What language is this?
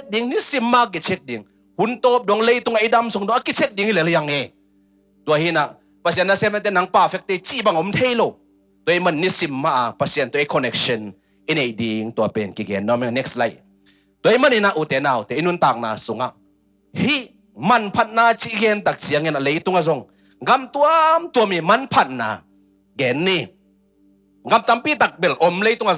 Tedim Chin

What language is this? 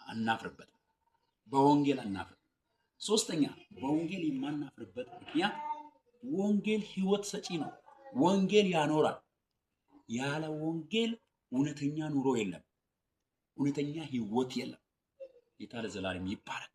Amharic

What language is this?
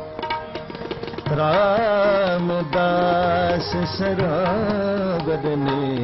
Punjabi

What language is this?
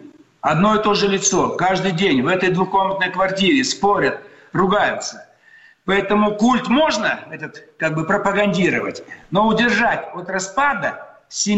Russian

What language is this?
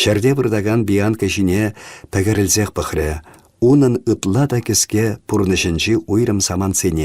Chuvash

